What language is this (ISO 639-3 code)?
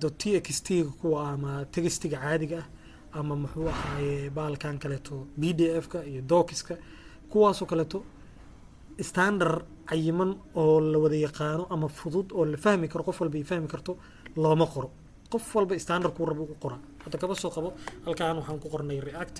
som